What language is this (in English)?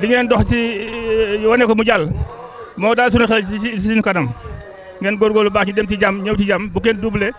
Wolof